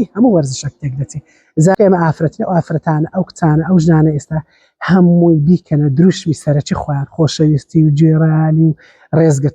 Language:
Central Kurdish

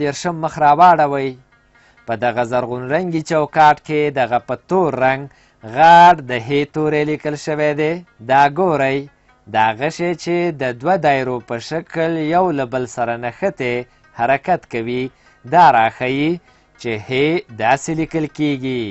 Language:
Pashto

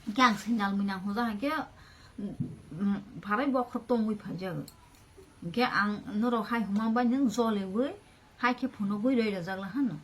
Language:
Kok Borok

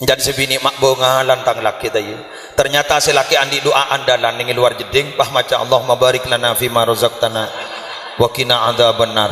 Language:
Madurese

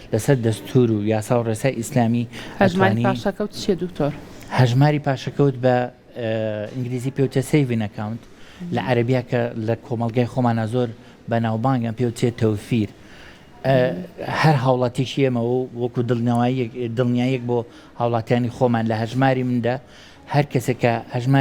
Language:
Central Kurdish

